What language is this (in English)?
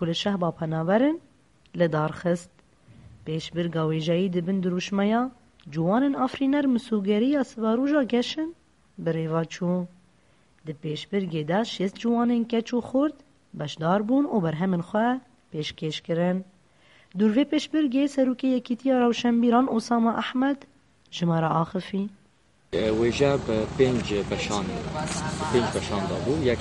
Kurdish